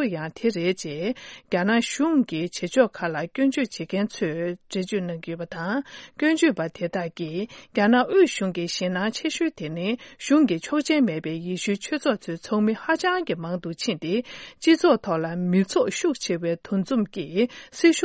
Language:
Tibetan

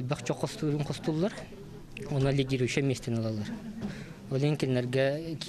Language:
Yakut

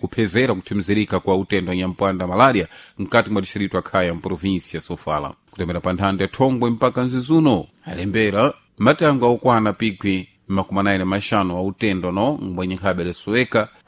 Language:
Sena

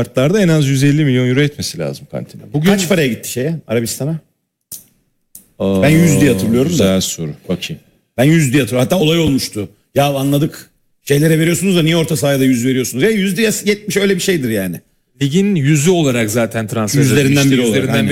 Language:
Turkish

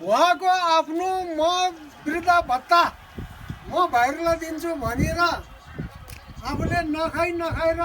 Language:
Nepali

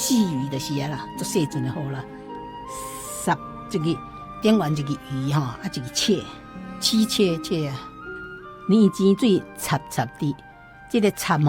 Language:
Min Nan Chinese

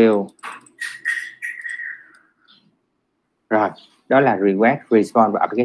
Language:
Vietnamese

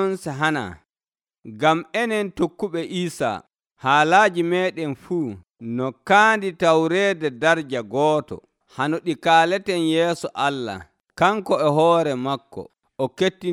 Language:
Nigerian Fulfulde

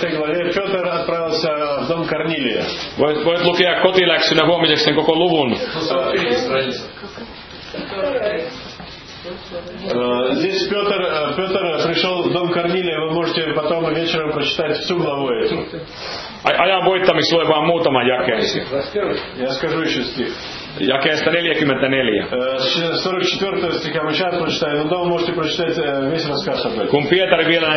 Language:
Finnish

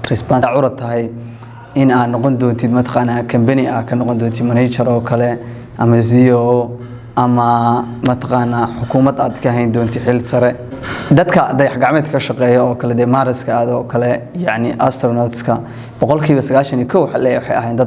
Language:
Somali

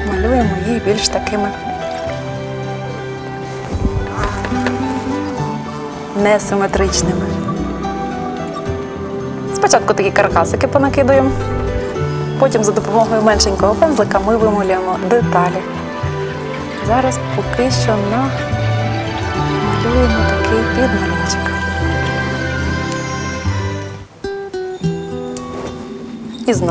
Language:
Ukrainian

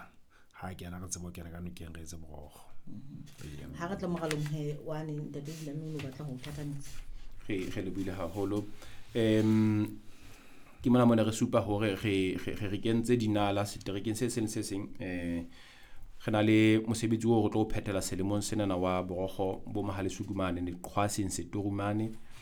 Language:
Southern Sotho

